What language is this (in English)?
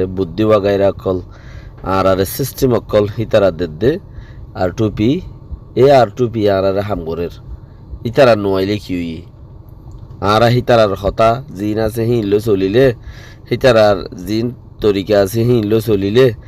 Rohingya